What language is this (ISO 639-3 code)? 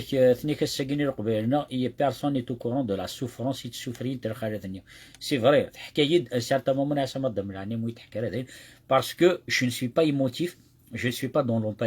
kab